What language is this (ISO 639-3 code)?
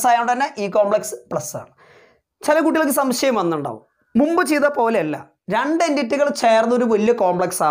mal